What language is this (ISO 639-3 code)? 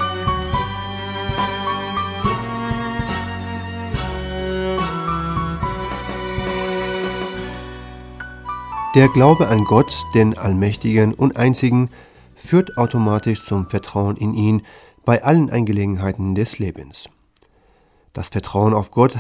deu